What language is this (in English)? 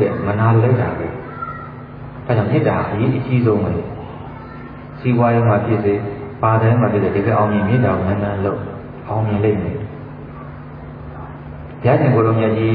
Burmese